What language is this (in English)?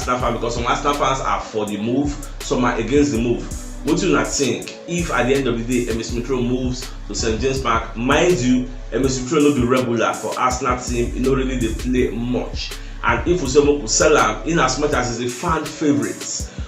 Nigerian Pidgin